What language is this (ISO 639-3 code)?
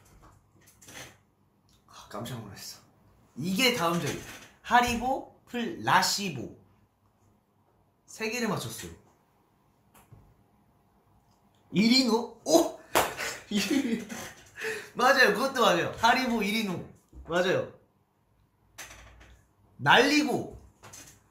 kor